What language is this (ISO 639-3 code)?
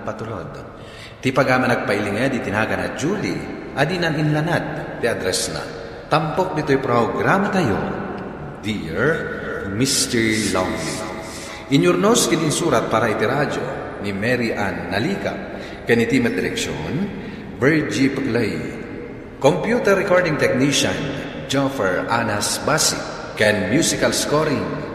ilo